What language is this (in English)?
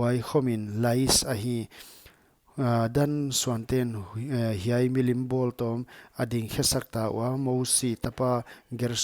Paite Chin